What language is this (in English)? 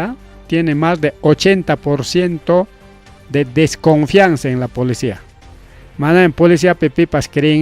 Ayacucho Quechua